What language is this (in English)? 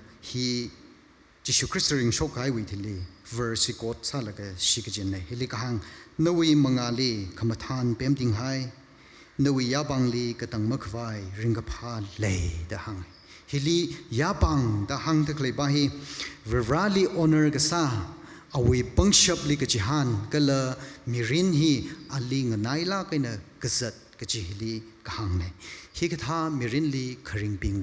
Tangkhul Naga (India)